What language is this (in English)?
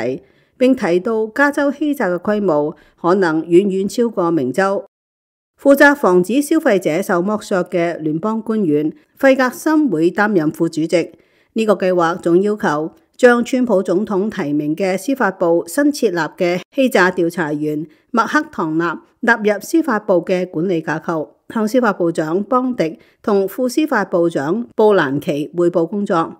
Cantonese